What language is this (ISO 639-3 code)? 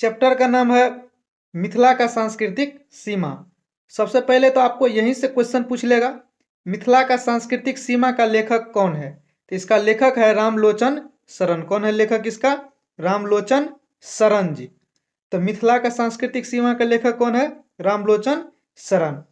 mai